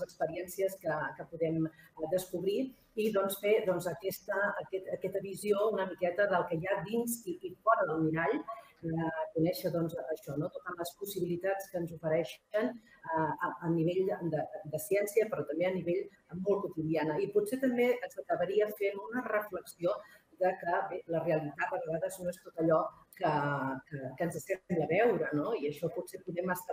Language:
Catalan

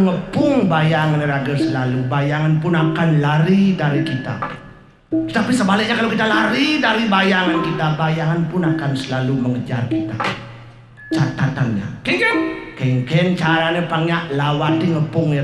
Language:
Balinese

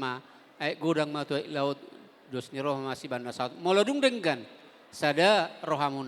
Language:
Batak Toba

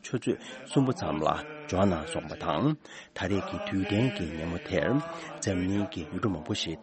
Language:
Tibetan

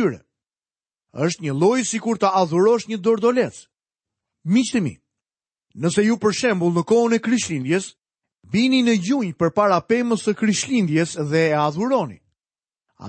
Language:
Albanian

